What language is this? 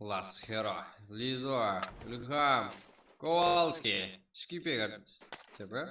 Kara-Kalpak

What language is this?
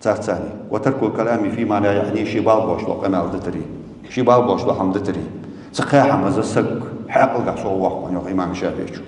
Ingush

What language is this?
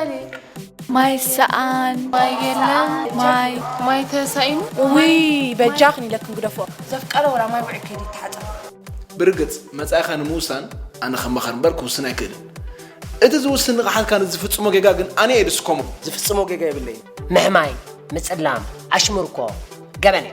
Tigrinya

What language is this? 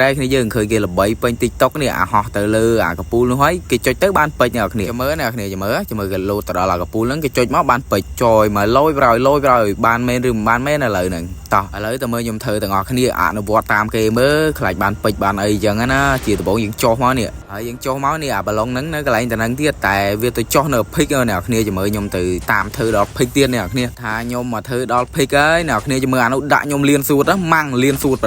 Khmer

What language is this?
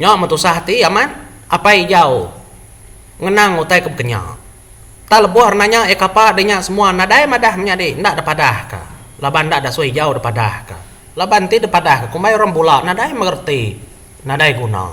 Iban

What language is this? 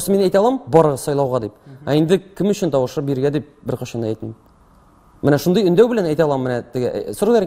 Tatar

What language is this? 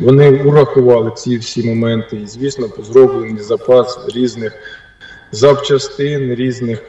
Ukrainian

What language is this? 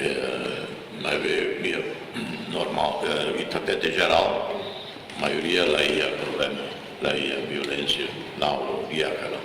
Tetum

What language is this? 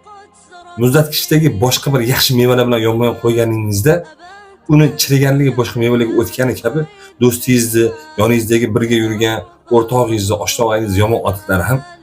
Uzbek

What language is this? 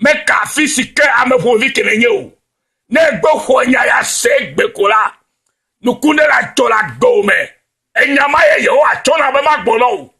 Ewe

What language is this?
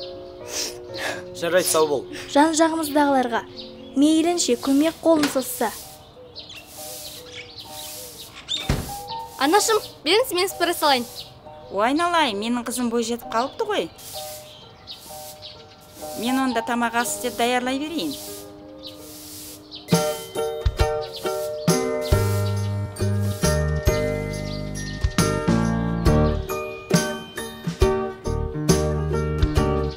Kazakh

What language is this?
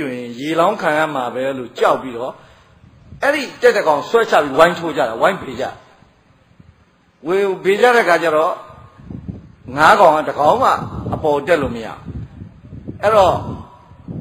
Burmese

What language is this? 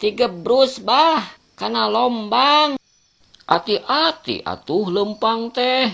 Sundanese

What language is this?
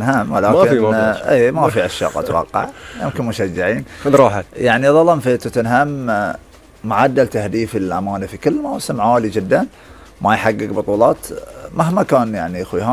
Gulf Arabic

